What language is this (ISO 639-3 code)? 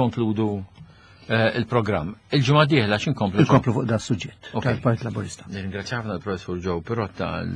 mlt